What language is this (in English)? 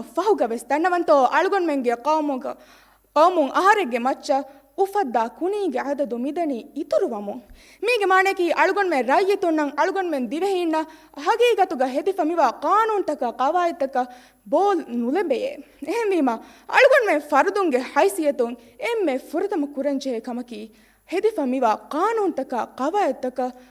Divehi